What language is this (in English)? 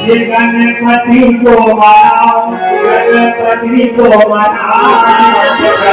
Chhattisgarhi